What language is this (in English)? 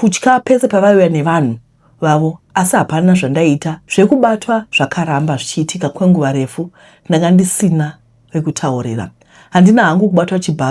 Shona